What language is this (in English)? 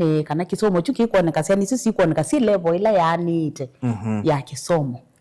Kamba